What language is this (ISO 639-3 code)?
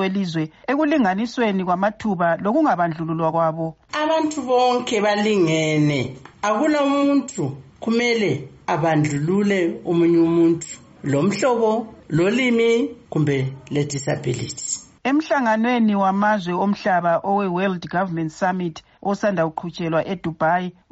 nde